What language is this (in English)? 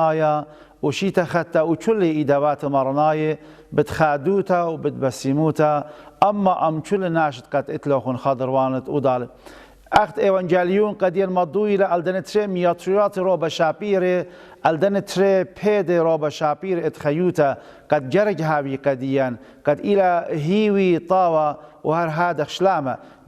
Assyrian Neo-Aramaic